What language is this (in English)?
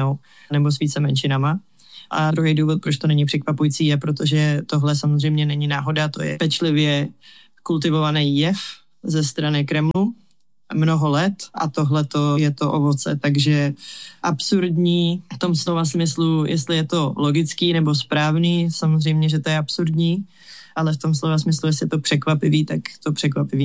Czech